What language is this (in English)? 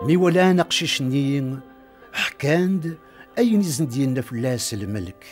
Kabyle